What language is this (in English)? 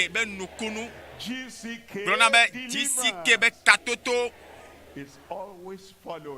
Ewe